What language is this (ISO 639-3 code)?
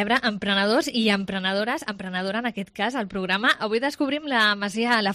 cat